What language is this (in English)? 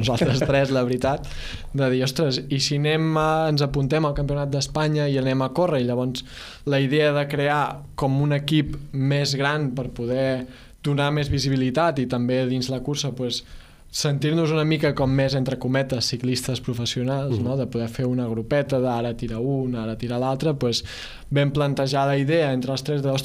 Catalan